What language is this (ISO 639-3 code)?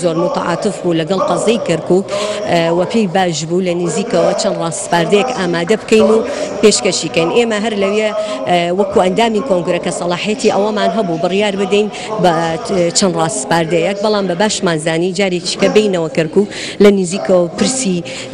ckb